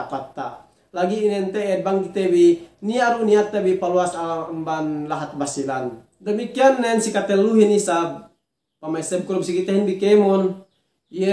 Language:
Yakan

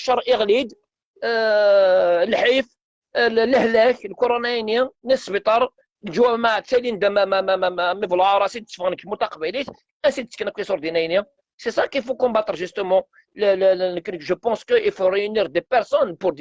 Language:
Algerian Arabic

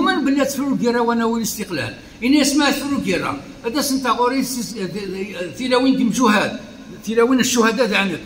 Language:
Kabyle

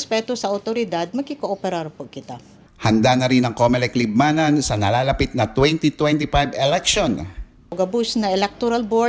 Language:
Bikol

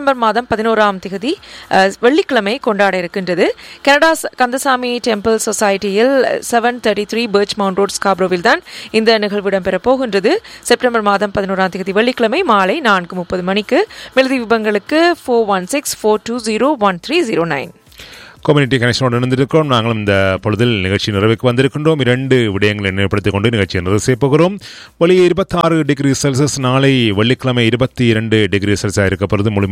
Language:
Tamil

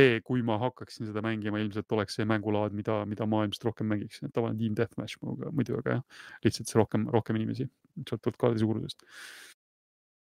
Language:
Estonian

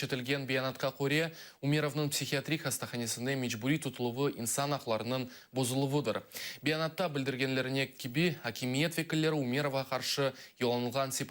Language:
Crimean Tatar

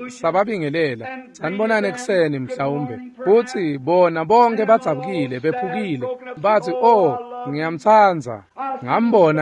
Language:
Swati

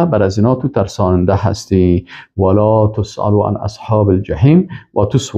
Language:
Persian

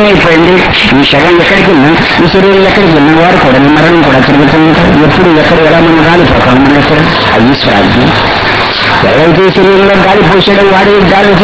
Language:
Telugu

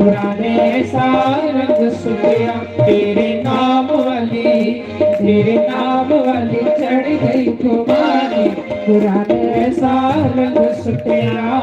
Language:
Dogri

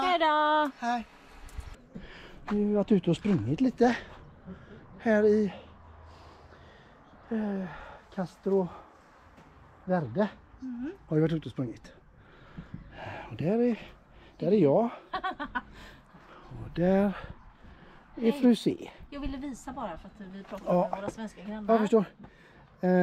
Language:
Swedish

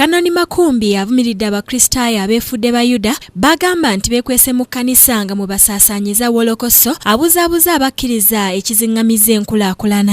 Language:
Ganda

